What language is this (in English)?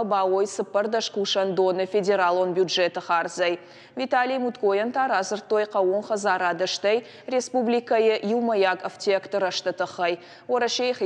Ossetic